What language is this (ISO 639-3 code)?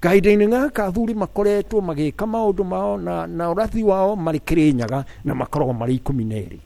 kik